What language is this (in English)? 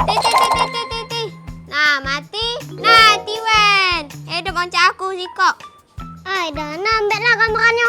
Musi